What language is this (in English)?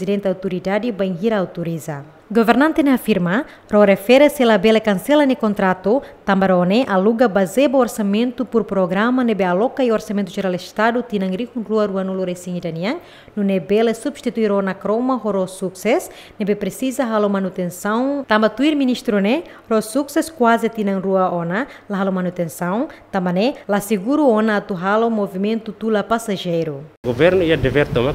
Tetum